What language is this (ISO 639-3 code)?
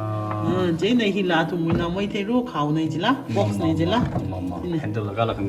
nmf